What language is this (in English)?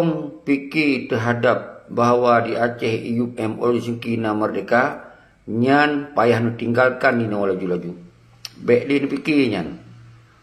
Achinese